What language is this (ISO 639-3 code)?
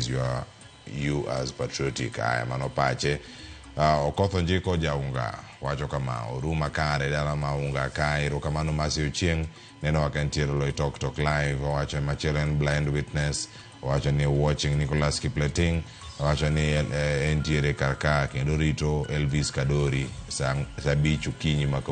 luo